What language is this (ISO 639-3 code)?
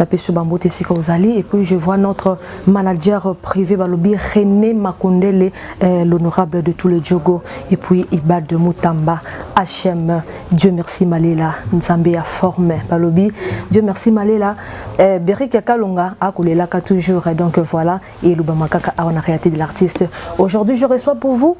lin